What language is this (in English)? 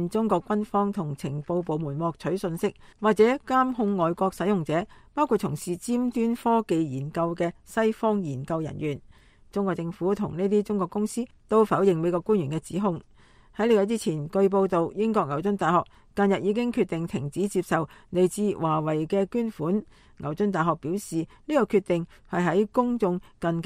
Cantonese